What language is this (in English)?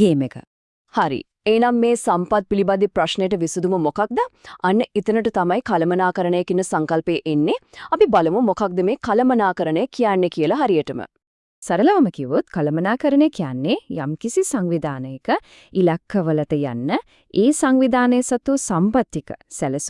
Sinhala